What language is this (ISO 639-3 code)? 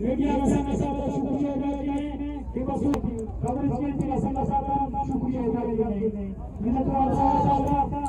brh